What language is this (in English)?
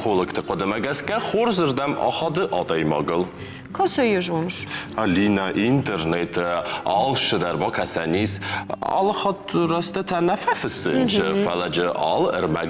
Ossetic